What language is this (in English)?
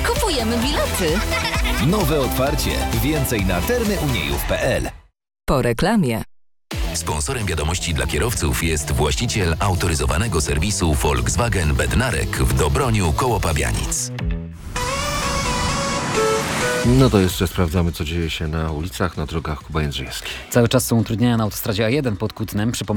Polish